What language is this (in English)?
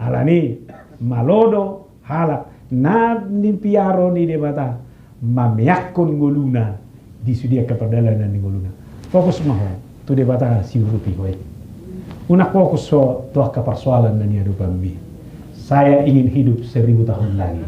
Batak Toba